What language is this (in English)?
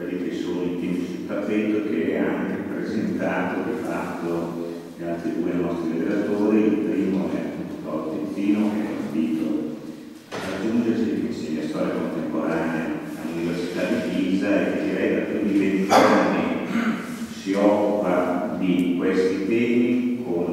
Italian